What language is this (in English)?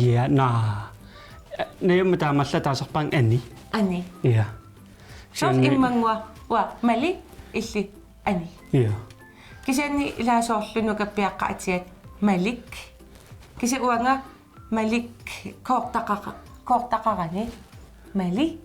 Kalaallisut